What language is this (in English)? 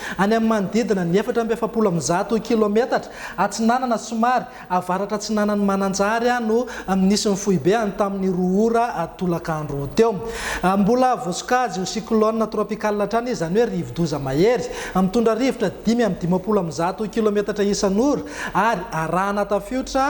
Malagasy